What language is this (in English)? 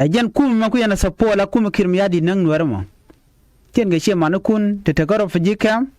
Nuer